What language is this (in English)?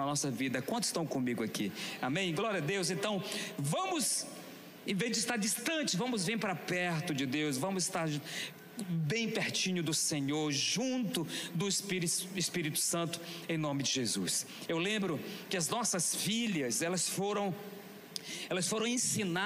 Portuguese